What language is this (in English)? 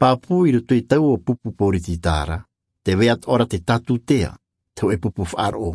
Tahitian